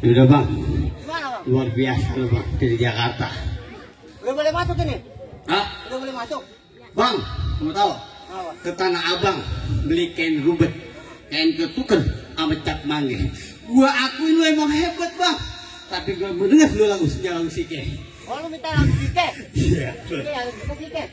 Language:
Betawi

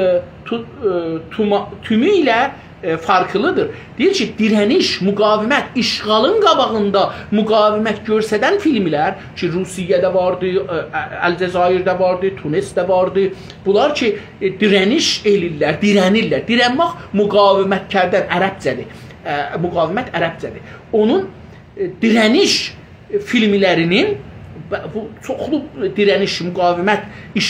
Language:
South Azerbaijani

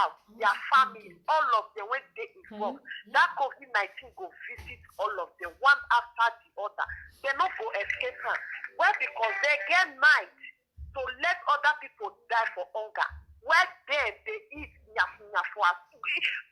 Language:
Nigerian Pidgin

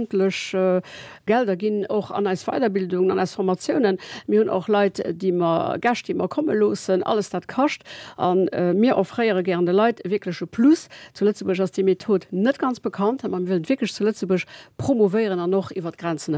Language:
Luxembourgish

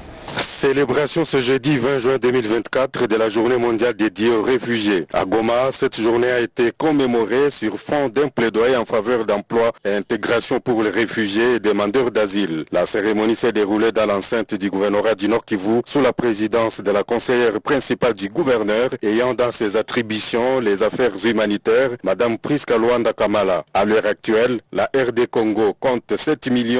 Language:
French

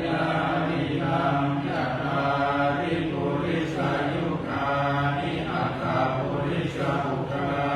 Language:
Pali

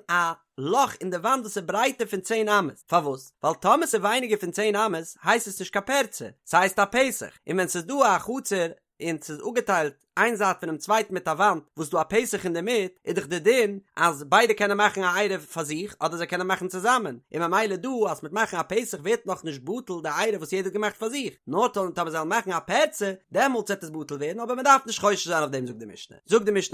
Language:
Yiddish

